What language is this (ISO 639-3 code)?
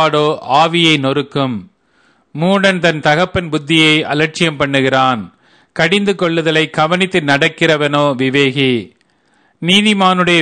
tam